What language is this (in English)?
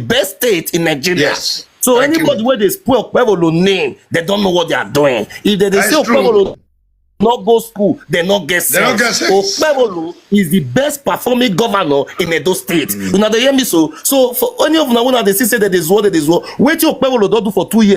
Nigerian Pidgin